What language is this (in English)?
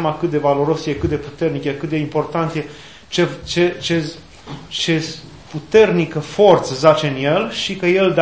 Romanian